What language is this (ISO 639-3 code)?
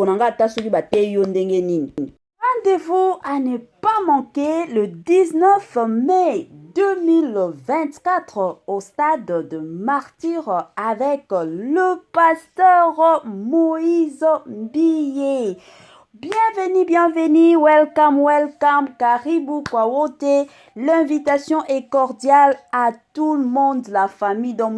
lin